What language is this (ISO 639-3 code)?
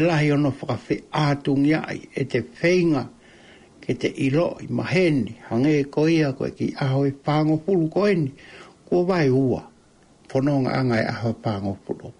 ton